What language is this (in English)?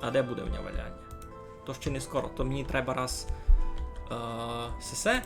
Rusyn